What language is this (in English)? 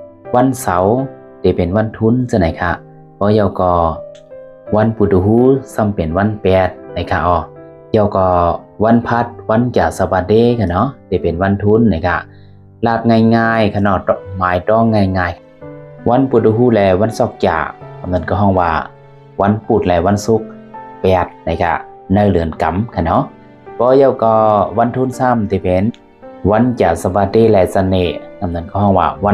Shan